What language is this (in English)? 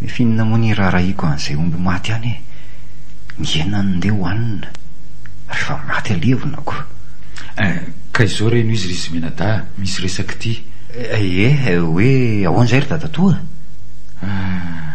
Malagasy